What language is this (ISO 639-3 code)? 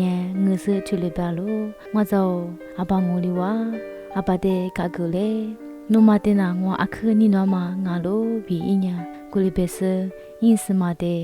lis